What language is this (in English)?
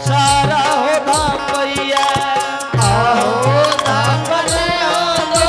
Angika